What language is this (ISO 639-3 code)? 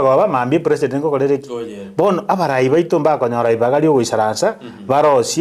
guz